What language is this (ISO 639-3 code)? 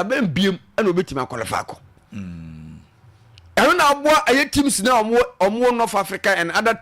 aka